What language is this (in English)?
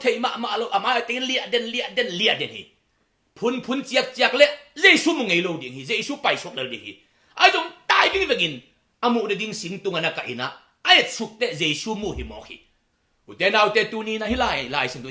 Tedim Chin